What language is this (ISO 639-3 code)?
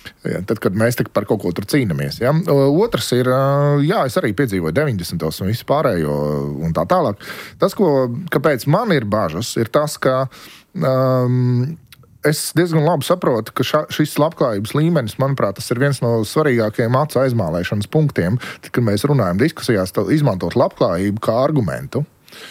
lav